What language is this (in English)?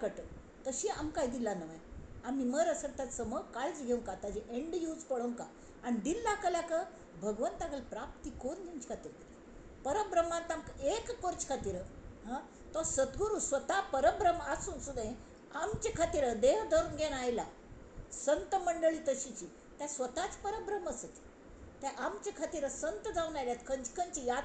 Konkani